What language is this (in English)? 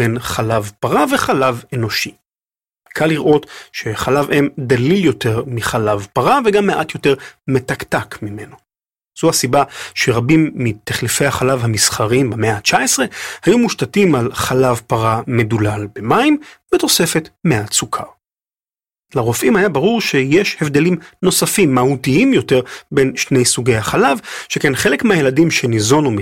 Hebrew